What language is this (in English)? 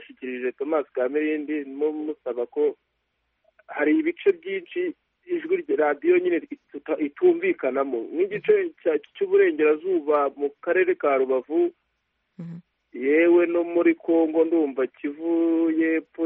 Kinyarwanda